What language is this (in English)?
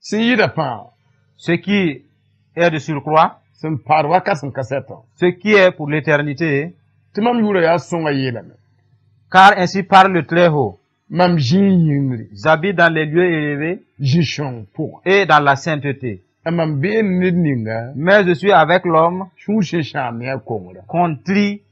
Mossi